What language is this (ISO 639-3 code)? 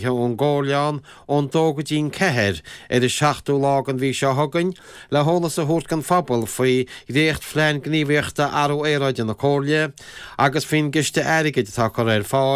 gle